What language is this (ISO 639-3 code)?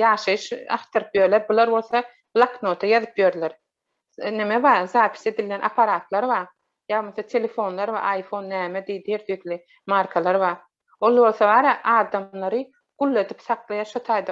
tuk